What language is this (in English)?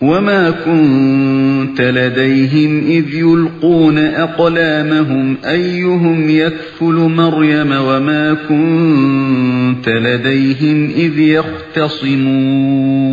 Uyghur